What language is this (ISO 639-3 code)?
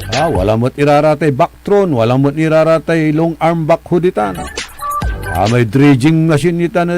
pag